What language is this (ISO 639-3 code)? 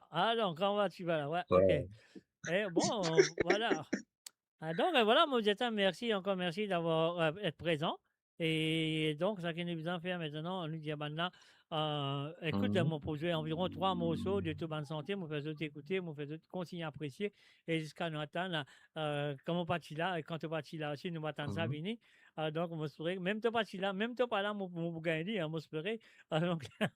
mfe